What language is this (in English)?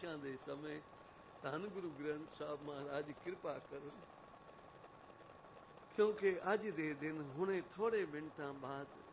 Punjabi